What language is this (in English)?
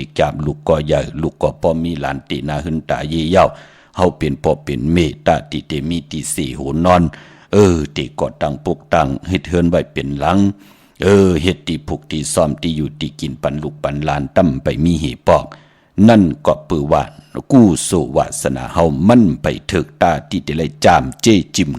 Shan